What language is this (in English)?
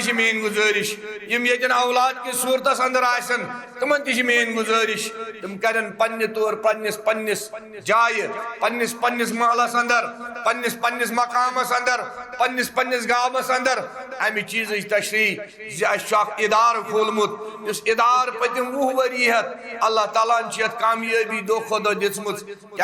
Kashmiri